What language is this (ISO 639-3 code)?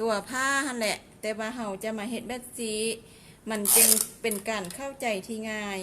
lao